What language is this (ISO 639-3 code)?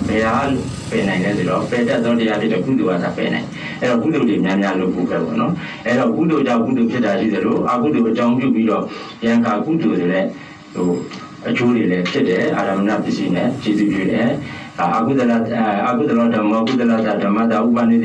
mya